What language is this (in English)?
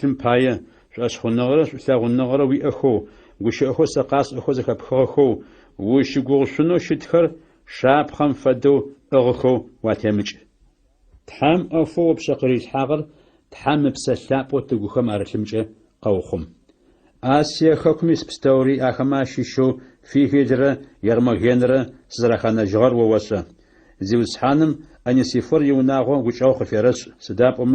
Adyghe